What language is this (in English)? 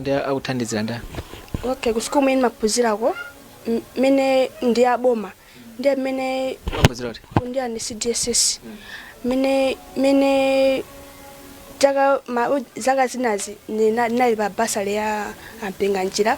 Nyanja